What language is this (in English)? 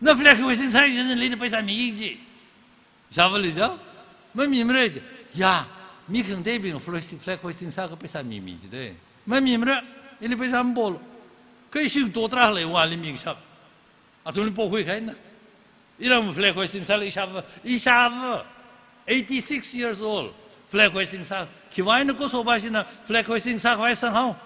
Tangkhul Naga (India)